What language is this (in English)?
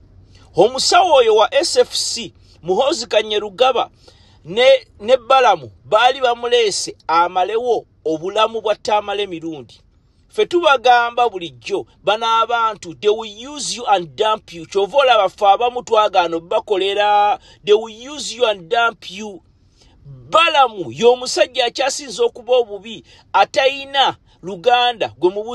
Ganda